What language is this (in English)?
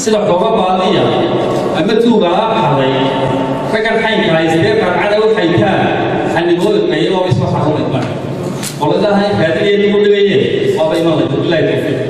Somali